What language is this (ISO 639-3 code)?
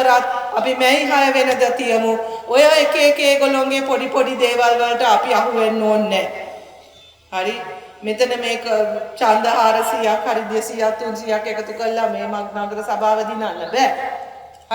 sin